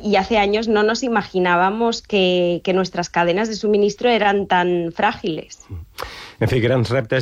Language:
Catalan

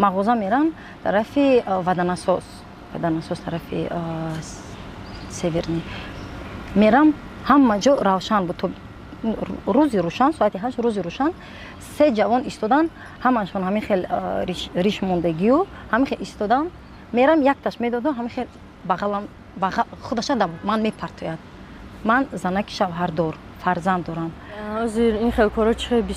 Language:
Tajik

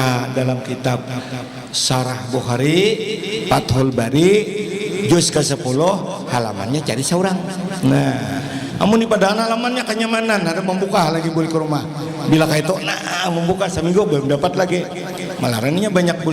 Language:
Banjar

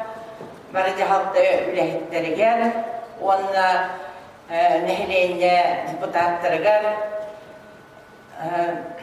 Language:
Yakut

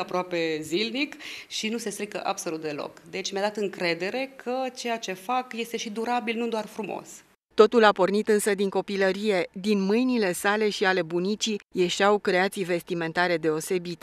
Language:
Romanian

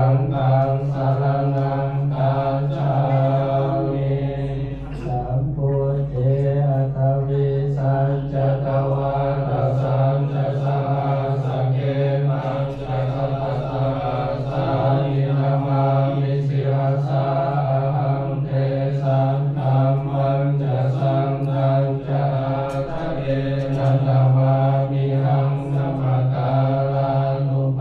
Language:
Pali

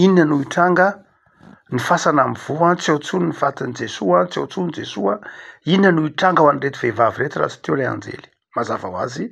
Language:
Malagasy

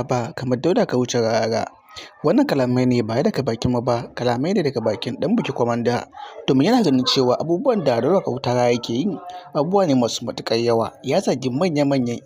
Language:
Hausa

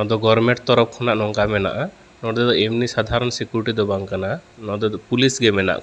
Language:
Santali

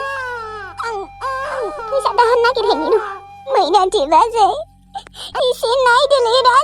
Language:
Bodo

